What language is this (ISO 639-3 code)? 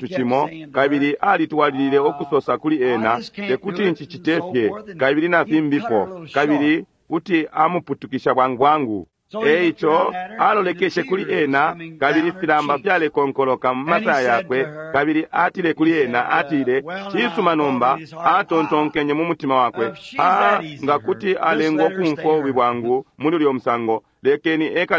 bem